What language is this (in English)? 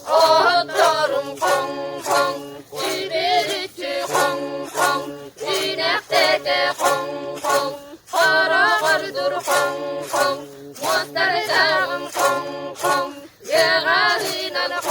Yakut